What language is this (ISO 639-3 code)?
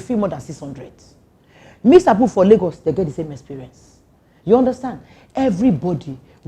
pcm